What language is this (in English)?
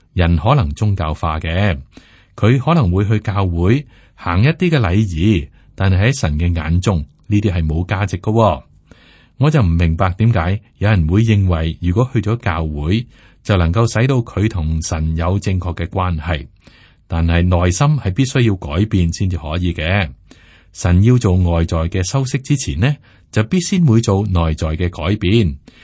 Cantonese